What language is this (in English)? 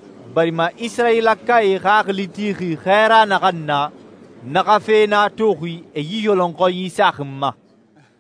Susu